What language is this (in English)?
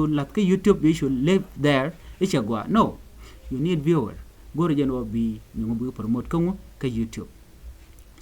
Nuer